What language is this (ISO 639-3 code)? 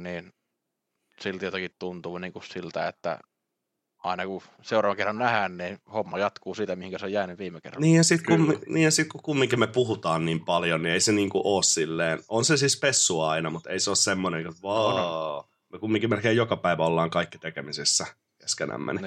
fin